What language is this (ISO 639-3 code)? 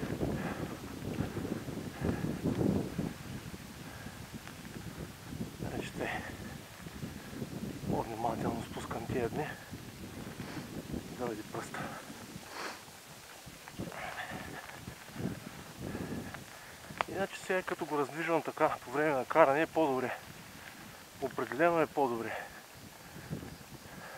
bul